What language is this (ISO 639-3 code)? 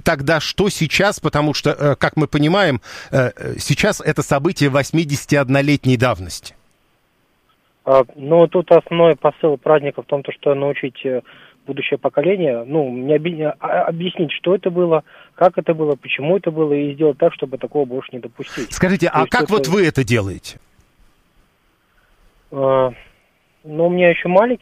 rus